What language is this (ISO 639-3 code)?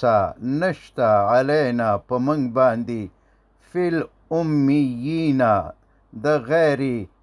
pus